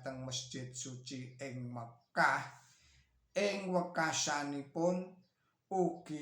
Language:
Javanese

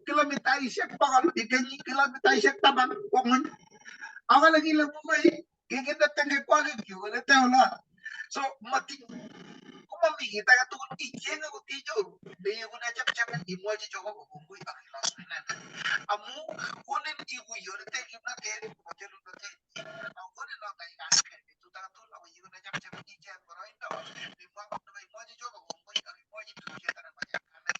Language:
Kalenjin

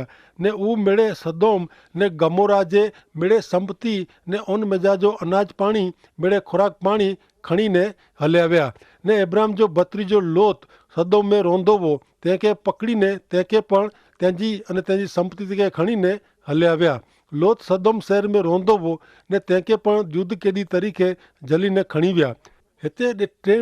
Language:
Kachhi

